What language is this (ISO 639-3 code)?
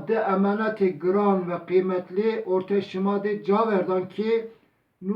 zza